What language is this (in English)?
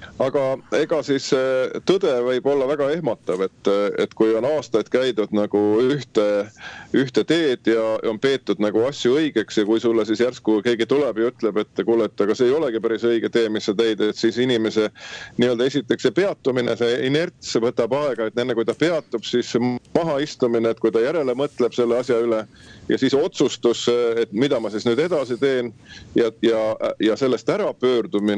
Estonian